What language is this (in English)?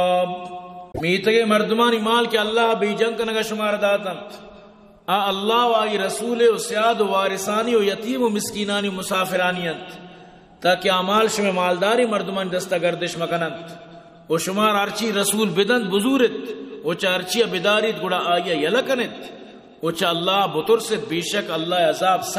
Eastern Balochi